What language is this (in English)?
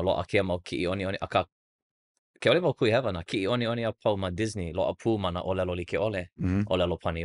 Hawaiian